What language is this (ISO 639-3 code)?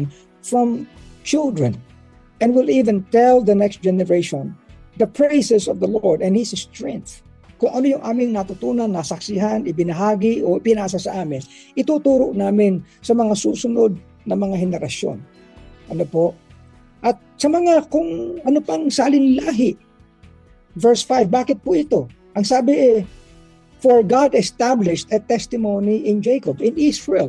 fil